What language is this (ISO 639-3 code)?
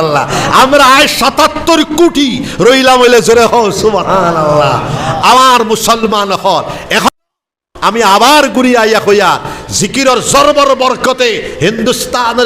syl